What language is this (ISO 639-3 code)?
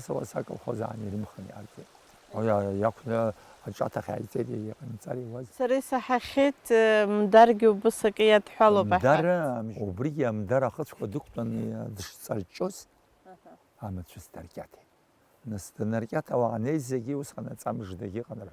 abk